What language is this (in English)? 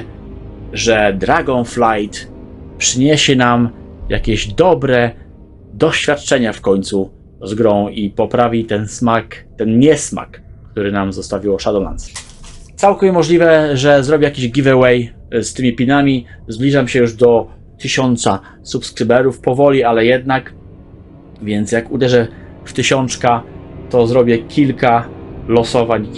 Polish